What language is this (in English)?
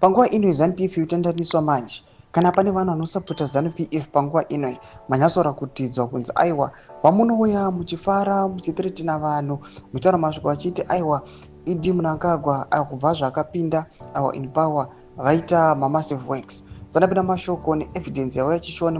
Shona